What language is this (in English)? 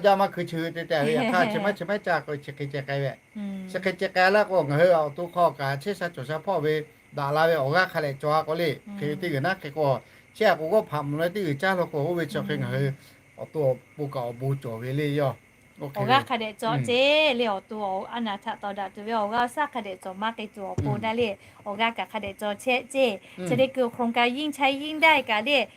Lahu